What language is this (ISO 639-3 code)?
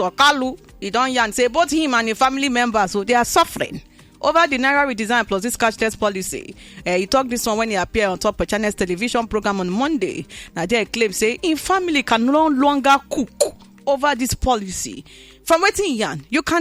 pcm